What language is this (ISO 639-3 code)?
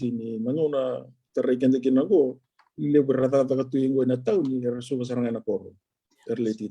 fij